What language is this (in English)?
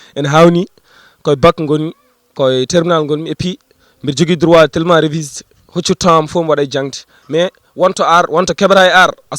Fula